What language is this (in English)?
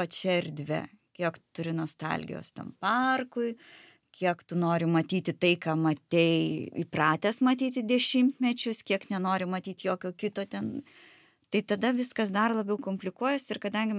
Lithuanian